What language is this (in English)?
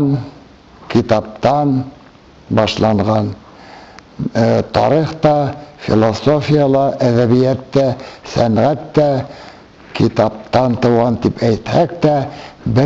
Bashkir